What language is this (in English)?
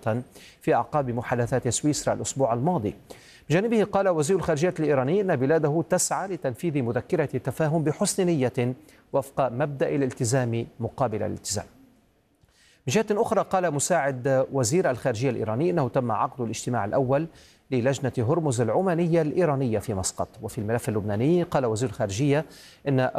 Arabic